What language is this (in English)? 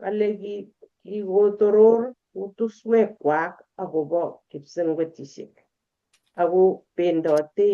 Kalenjin